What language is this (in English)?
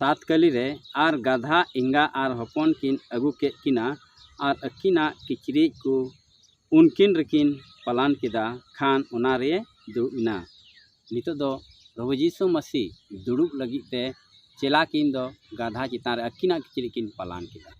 Santali